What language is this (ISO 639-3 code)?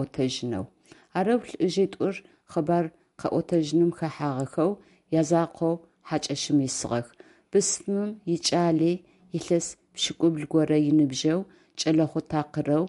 ady